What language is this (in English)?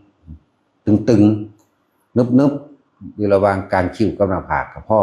Northeastern Thai